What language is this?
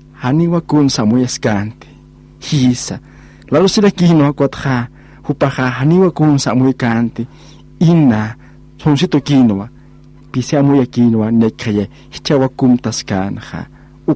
Aymara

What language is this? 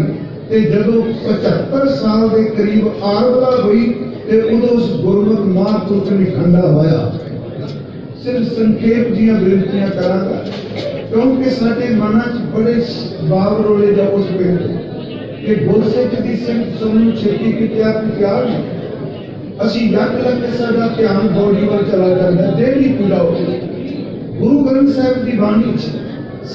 Punjabi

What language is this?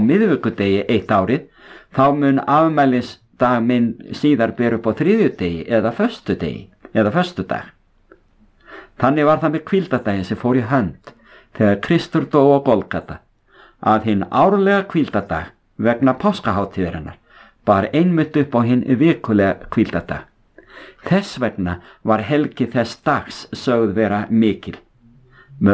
Icelandic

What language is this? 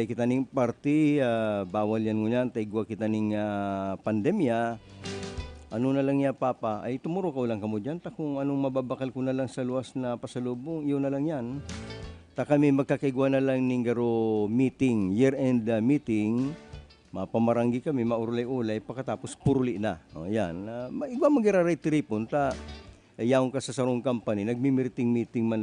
Bikol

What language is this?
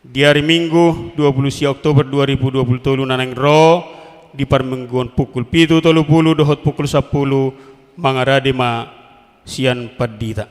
Batak Toba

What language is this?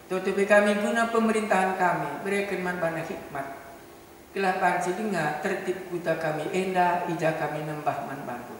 Batak Karo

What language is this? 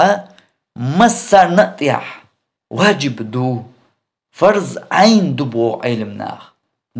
Chechen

